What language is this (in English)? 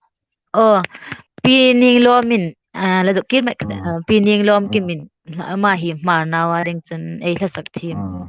Hmar